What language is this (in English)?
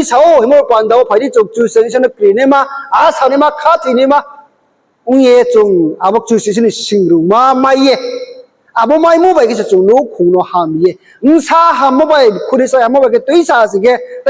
Riang (India)